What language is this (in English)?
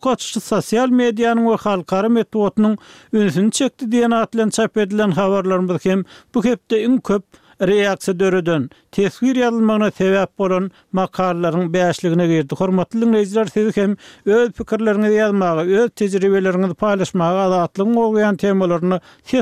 Turkmen